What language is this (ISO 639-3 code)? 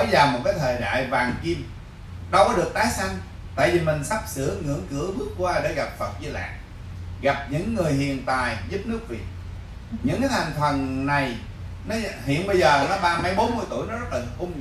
vie